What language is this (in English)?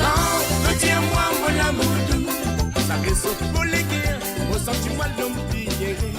Morisyen